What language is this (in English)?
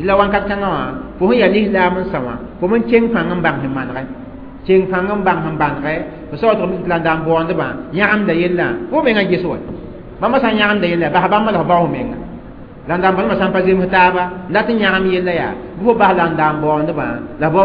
Mossi